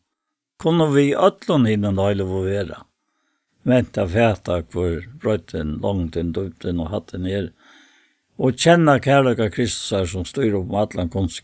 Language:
Faroese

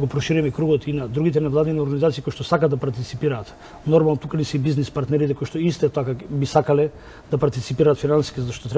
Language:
Macedonian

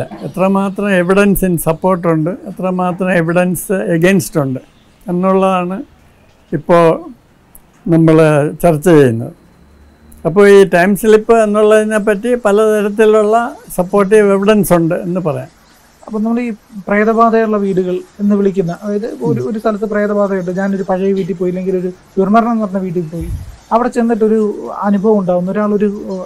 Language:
Malayalam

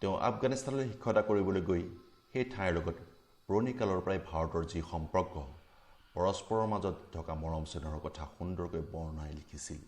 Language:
Assamese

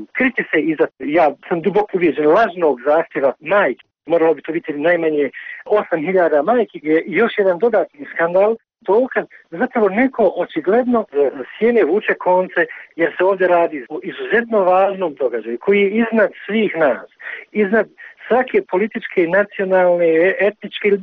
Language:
Bosnian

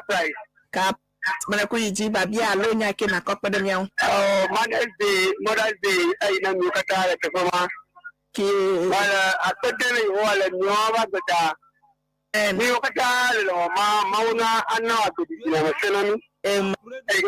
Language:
Ewe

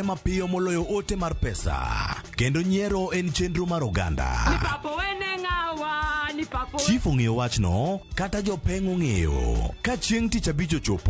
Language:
Luo (Kenya and Tanzania)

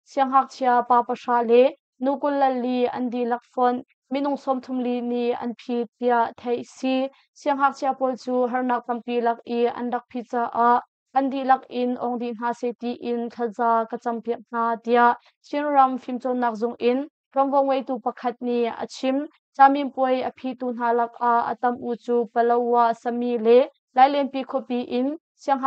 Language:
Hakha Chin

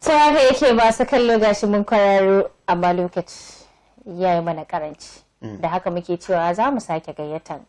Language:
Hausa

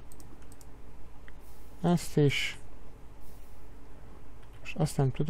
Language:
Hungarian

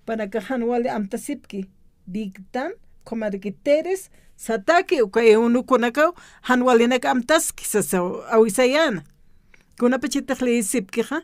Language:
Aymara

